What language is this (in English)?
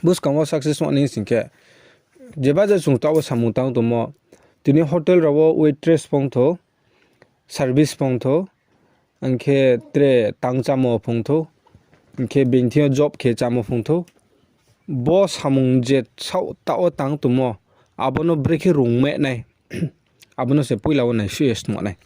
Riang (India)